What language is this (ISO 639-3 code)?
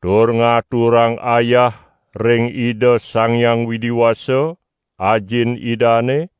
ban